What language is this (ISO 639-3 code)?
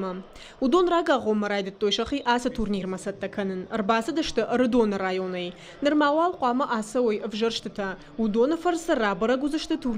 oss